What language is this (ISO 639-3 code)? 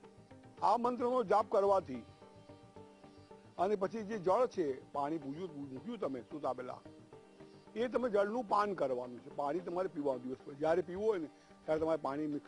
guj